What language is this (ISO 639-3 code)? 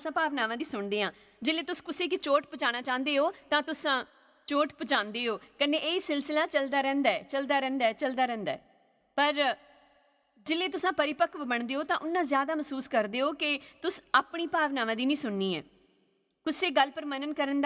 doi